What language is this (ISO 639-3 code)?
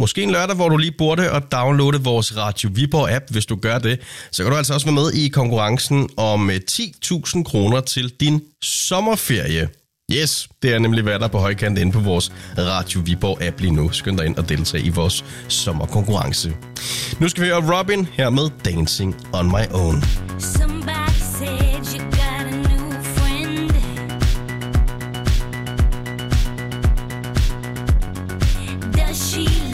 dan